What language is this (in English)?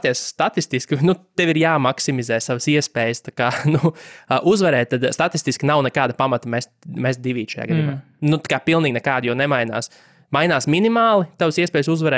Latvian